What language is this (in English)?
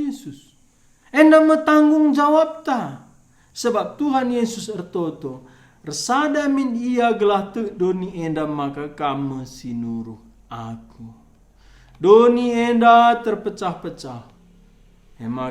Batak Karo